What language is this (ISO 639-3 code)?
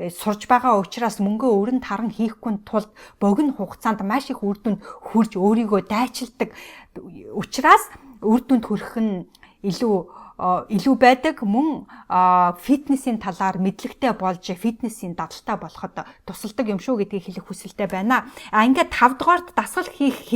mon